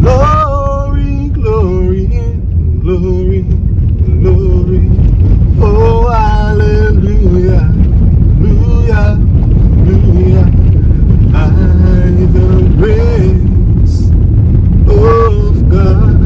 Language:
Jamaican Creole English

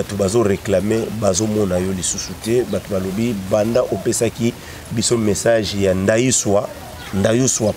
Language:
Lingala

